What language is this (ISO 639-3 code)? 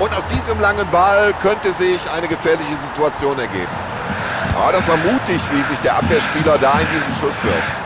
bar